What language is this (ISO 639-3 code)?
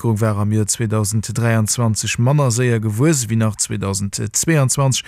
ltz